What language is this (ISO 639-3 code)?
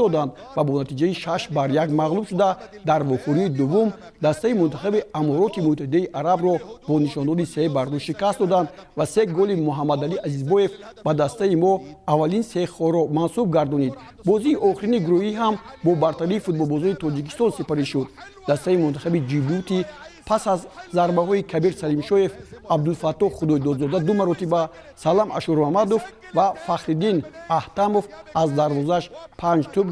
tgk